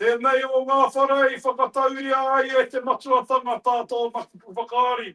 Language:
Māori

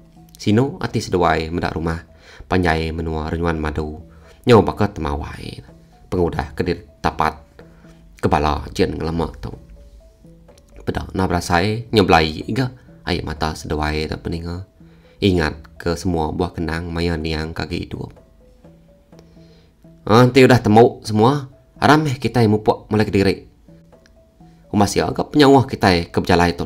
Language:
Iban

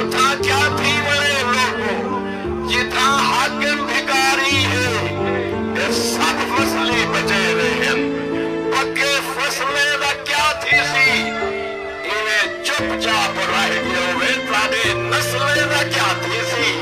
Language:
Saraiki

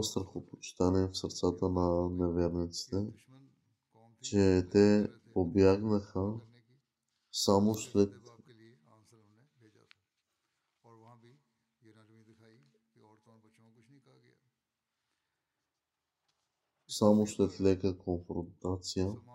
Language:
Bulgarian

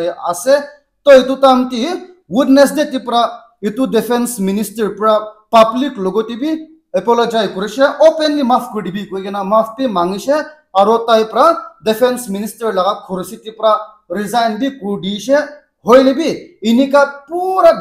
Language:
Naga Pidgin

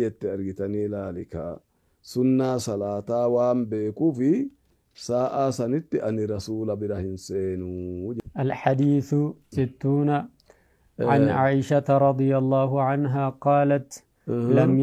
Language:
Oromo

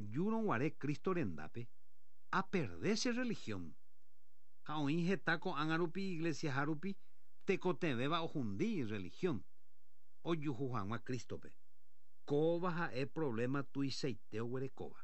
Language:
Guarani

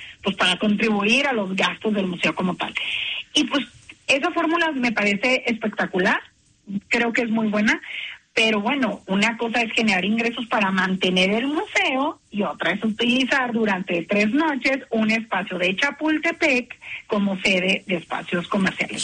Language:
Spanish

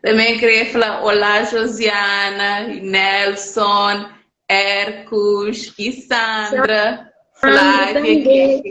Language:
Kabuverdianu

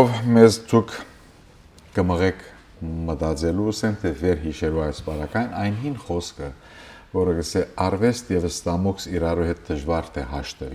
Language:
Western Armenian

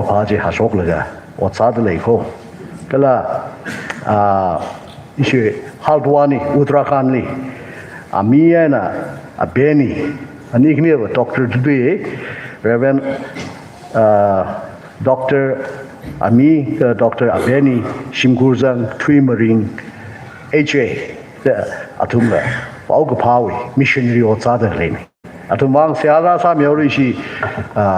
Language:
Tangkhul Naga (India)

